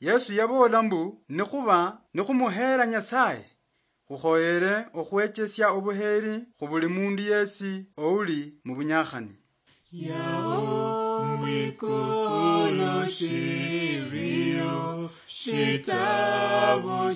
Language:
Luyia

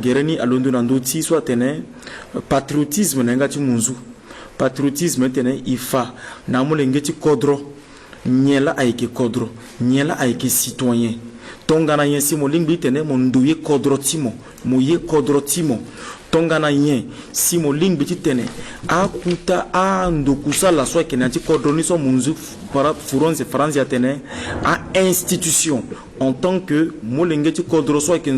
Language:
Sango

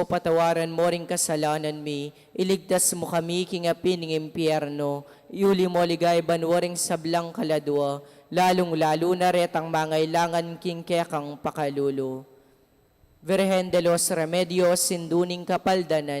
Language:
Pampanga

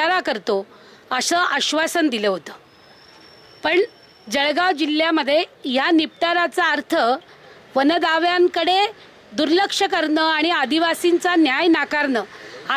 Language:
Marathi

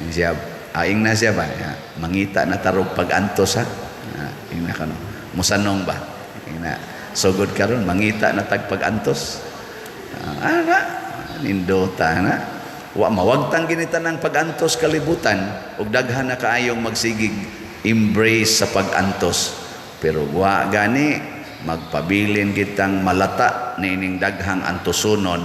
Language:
Cebuano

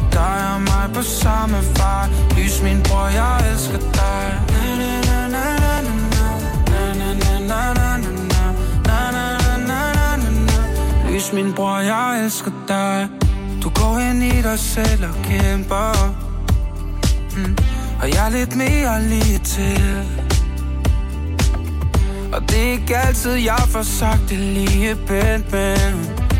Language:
Danish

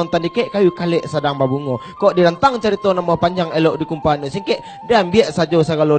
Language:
Minangkabau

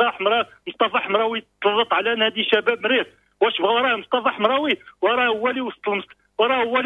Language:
Moroccan Arabic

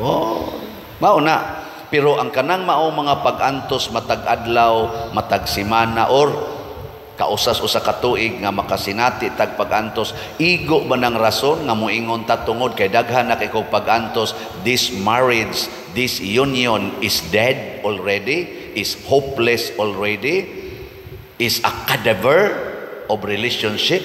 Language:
Cebuano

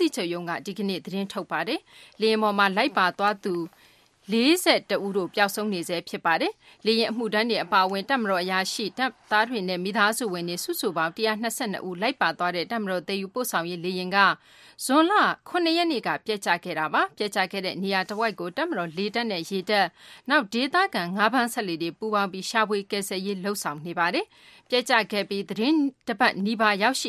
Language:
Burmese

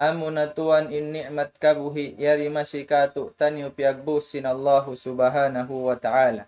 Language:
Tausug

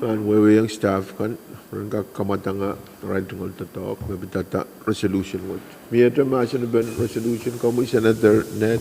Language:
Pohnpeian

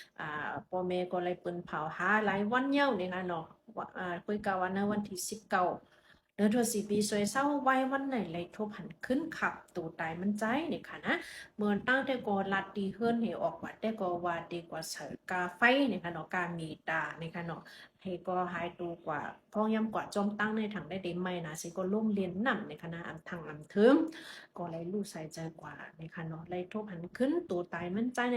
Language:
Shan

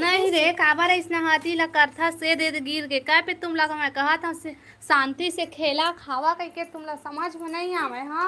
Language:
Chhattisgarhi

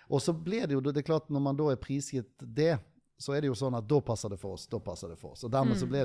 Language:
Norwegian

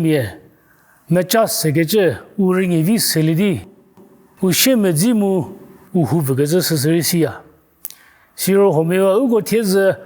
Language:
Angami Naga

